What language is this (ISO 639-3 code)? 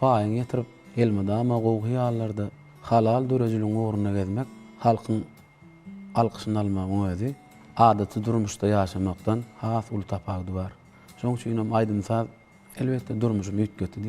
tuk